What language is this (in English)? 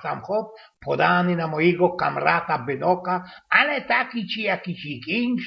Silesian